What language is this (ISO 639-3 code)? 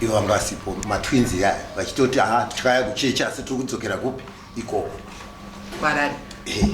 sna